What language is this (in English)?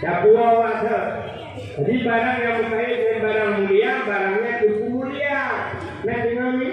Achinese